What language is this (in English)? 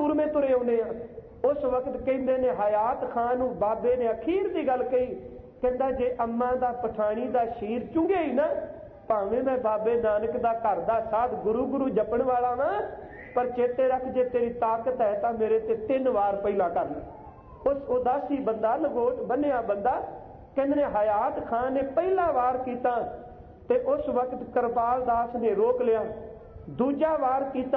Punjabi